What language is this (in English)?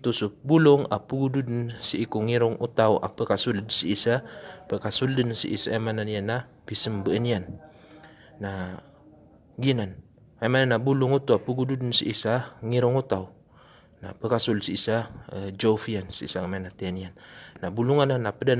Maranao